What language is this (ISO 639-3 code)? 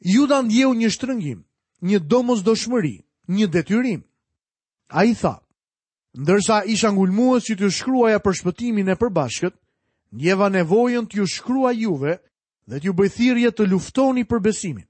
sqi